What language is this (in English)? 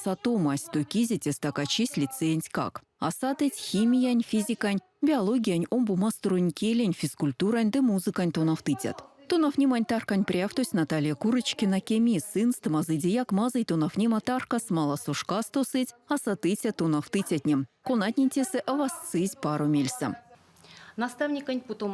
Erzya